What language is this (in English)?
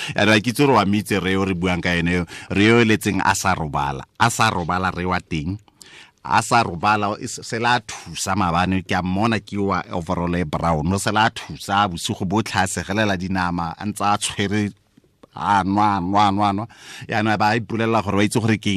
Tswana